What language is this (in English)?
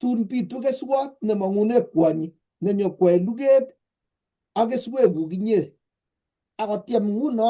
Kalenjin